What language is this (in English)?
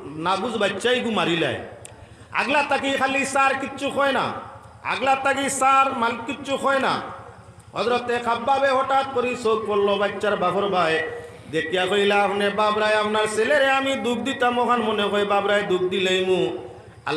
Sylheti